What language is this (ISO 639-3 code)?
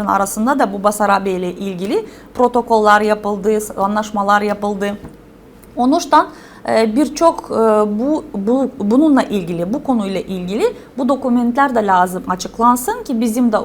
gag